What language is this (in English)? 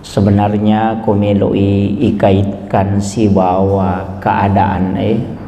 Buginese